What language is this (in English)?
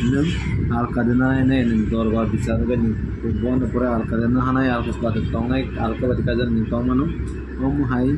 Kok Borok